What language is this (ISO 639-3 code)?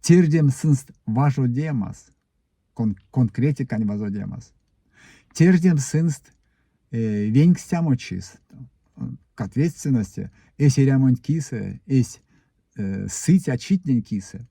myv